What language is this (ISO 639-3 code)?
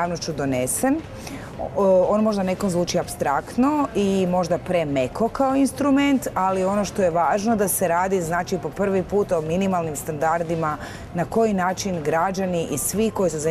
hrv